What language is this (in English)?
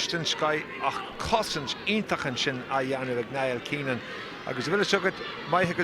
Irish